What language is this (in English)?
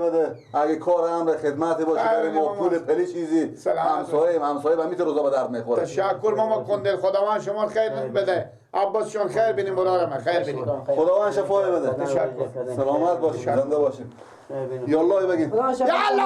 Persian